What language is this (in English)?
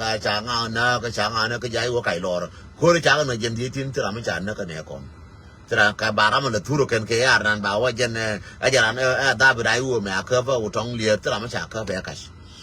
Nuer